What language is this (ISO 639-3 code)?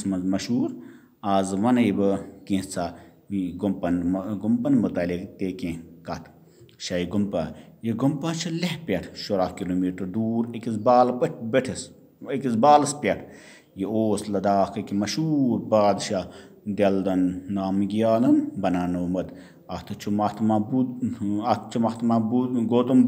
kas